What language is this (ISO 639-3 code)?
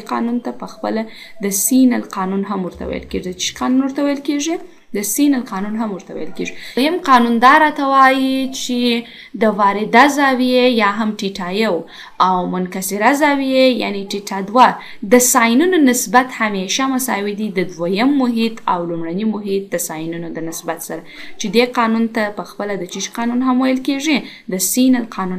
pus